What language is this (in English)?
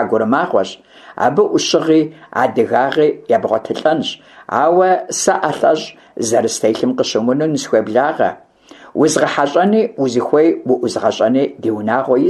Kabardian